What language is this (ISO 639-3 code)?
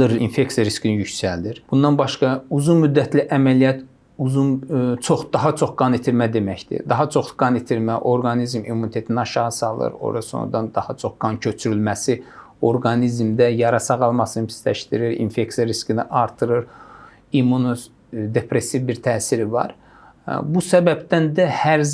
aze